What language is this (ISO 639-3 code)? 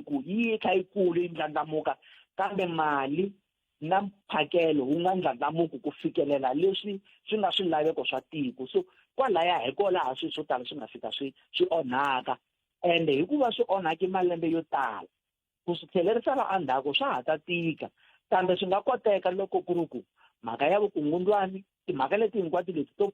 tso